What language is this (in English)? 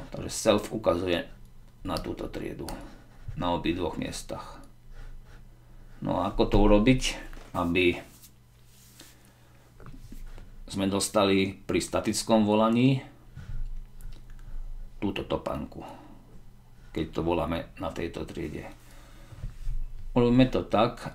Slovak